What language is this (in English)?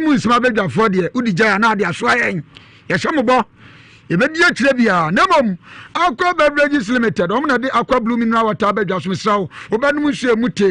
Akan